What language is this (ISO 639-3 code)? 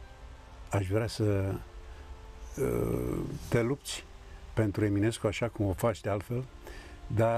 ron